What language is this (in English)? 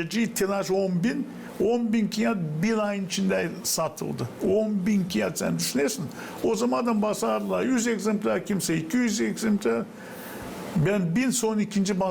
Gagauz